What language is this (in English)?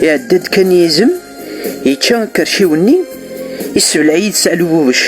Kabyle